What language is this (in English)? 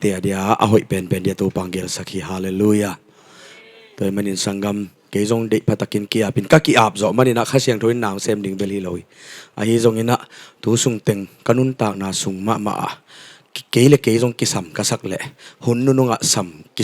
Tedim Chin